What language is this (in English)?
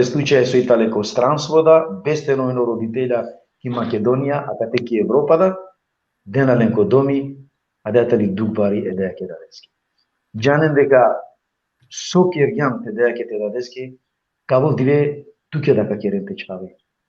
Balkan Romani